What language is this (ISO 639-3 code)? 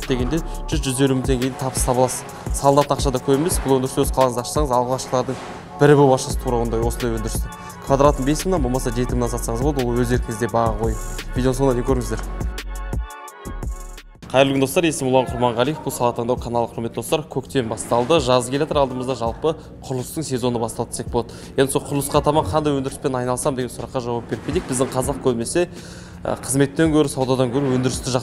kaz